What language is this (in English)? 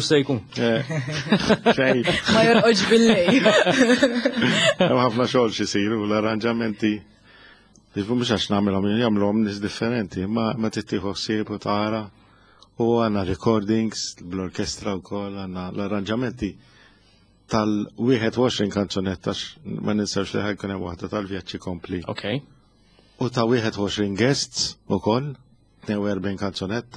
Maltese